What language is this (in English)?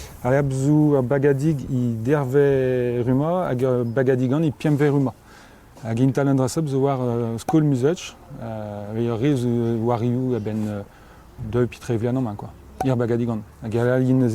Breton